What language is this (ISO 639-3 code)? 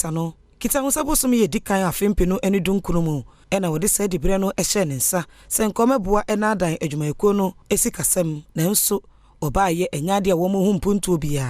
aka